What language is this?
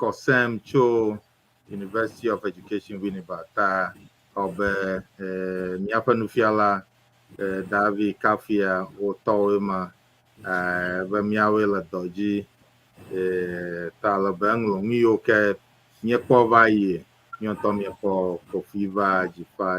Ewe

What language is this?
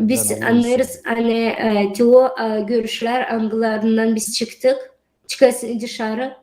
Gagauz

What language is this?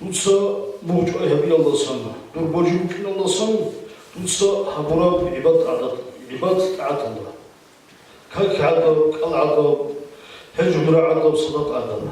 Avaric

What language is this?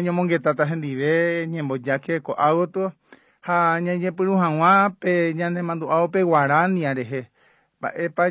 Guarani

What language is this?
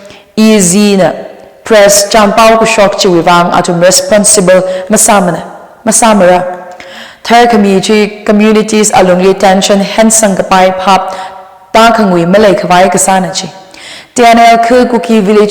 Tangkhul Naga (India)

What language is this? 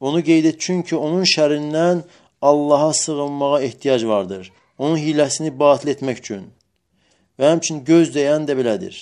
Azerbaijani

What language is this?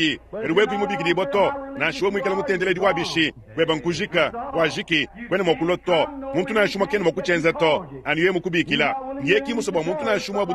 Luba-Lulua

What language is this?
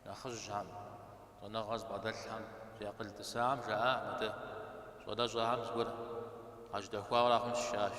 Kabardian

